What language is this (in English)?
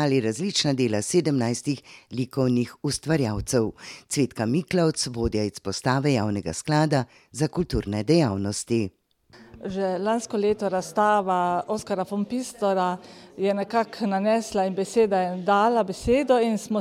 Slovenian